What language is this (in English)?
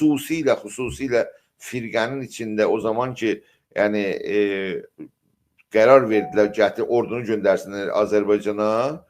South Azerbaijani